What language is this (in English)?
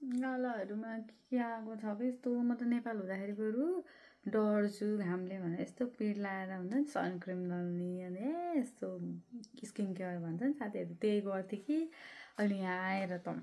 Nepali